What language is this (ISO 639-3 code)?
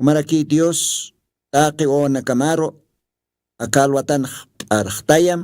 aym